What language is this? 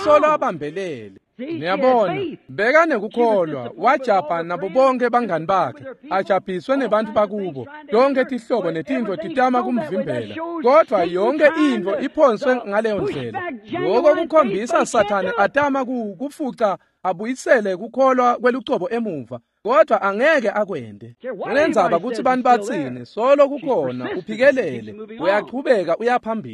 Swati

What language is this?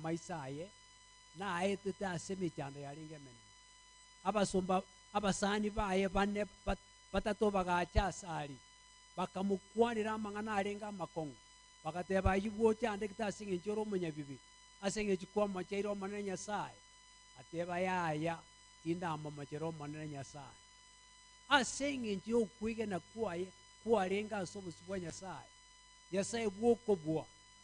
Gusii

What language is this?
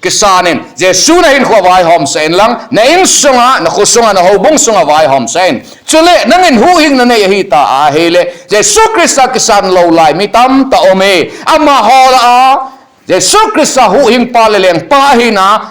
Thado Chin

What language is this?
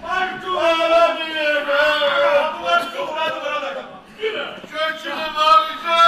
Neapolitan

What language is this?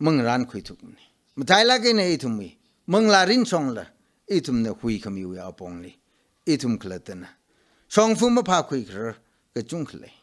Tangkhul Naga (India)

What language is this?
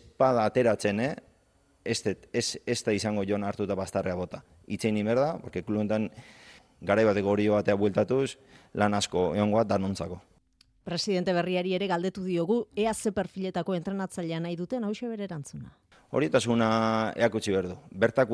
Basque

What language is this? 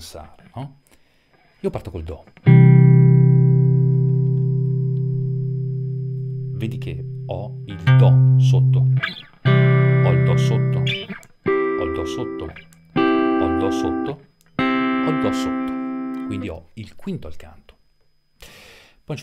Italian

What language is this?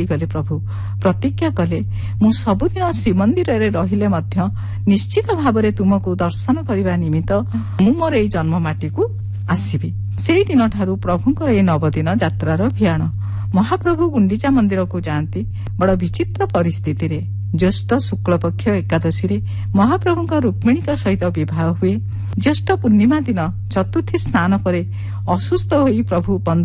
Odia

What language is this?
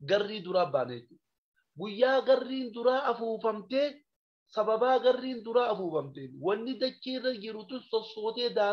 Oromo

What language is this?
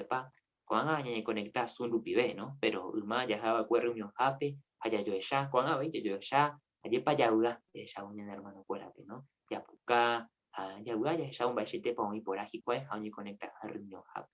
Guarani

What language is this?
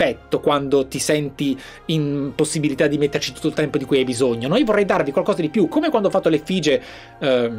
Italian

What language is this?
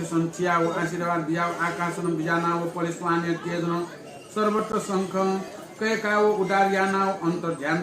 Newari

